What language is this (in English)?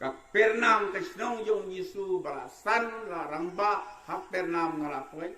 Khasi